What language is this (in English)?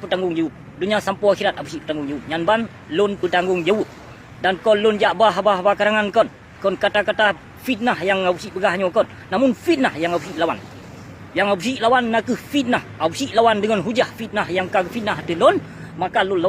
Achinese